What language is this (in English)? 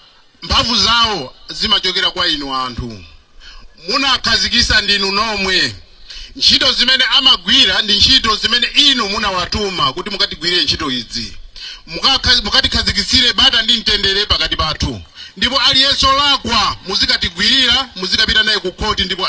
Nyanja